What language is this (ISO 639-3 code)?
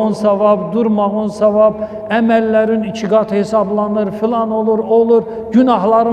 aze